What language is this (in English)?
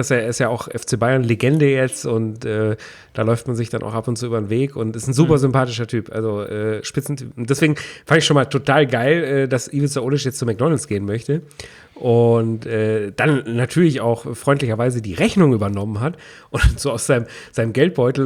German